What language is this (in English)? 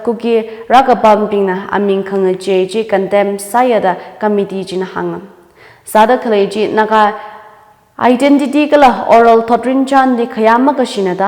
Tangkhul Naga (India)